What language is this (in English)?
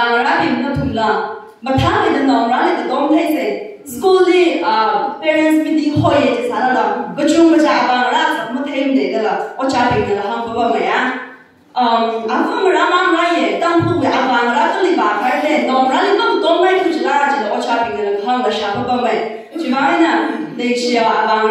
Tangkhul Naga (India)